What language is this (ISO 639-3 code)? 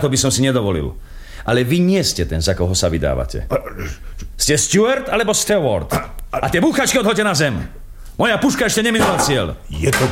slk